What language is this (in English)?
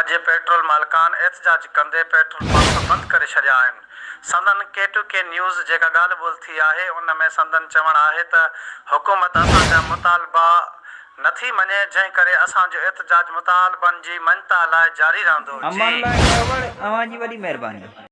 Sindhi